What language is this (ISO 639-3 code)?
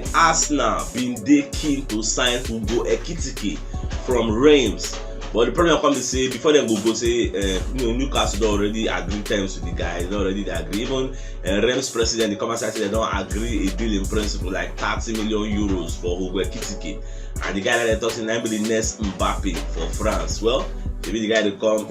pcm